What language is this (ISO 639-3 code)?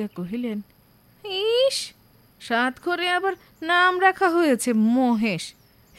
ben